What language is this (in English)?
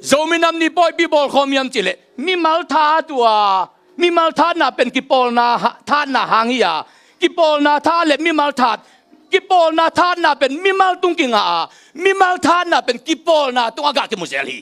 Tedim Chin